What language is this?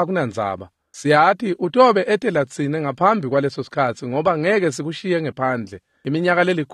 Swati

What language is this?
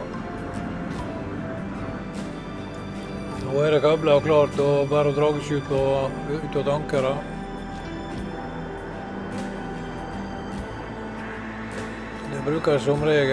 Norwegian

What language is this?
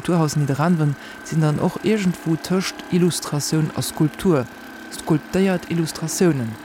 Luxembourgish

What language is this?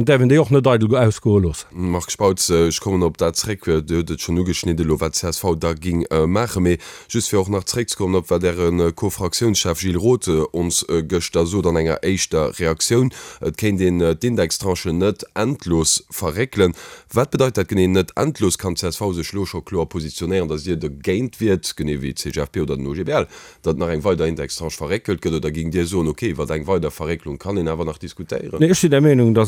Luxembourgish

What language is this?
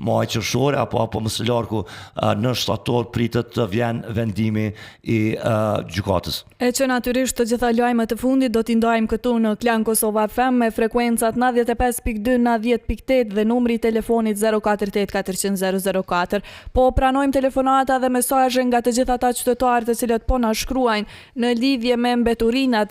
Albanian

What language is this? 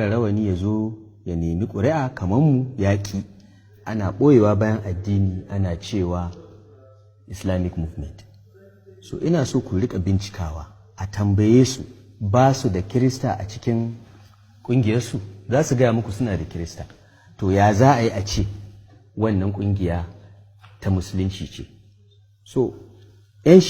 Hausa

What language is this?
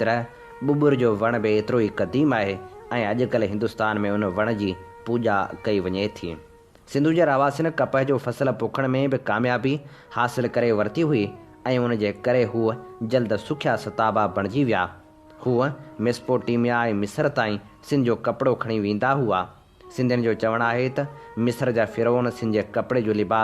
Sindhi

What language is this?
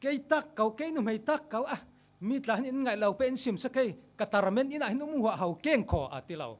Falam Chin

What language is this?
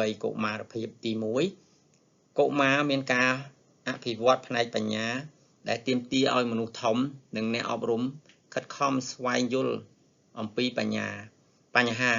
Khmer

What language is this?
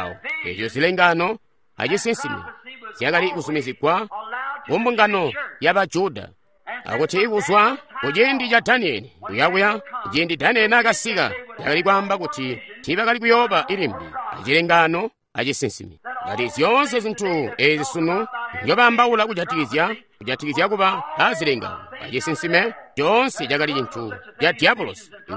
Tonga (Zambia)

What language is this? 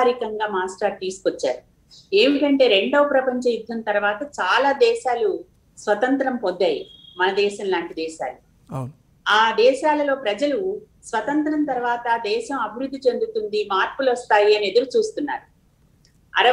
Telugu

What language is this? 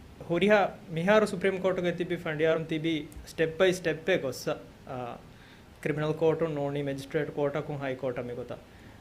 Divehi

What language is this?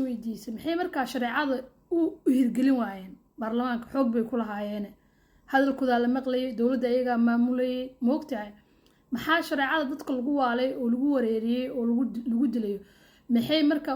Somali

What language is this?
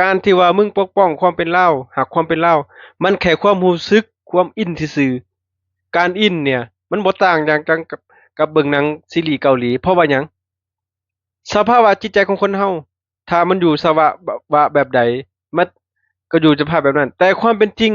Northeastern Thai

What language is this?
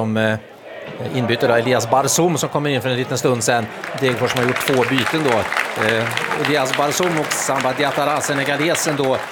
Swedish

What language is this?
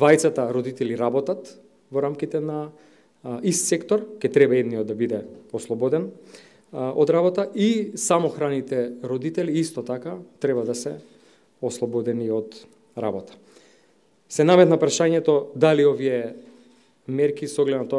Macedonian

